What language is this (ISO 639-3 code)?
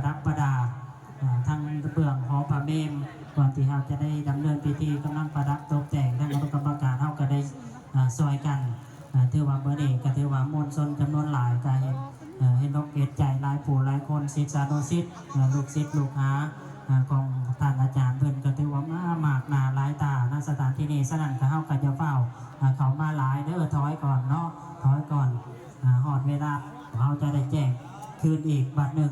lao